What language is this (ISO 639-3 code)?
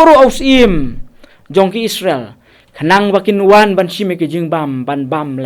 kha